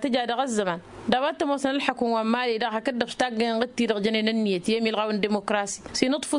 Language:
Tamasheq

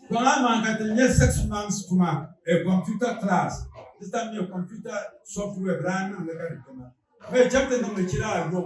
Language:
Dagbani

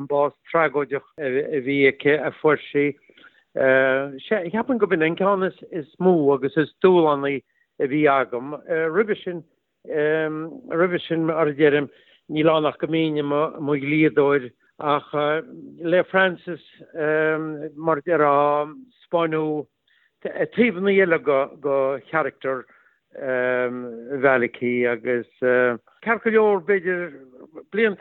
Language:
Irish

